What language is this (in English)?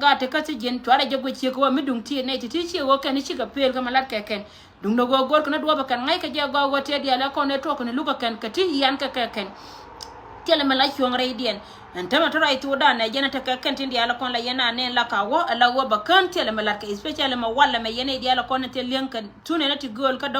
Nuer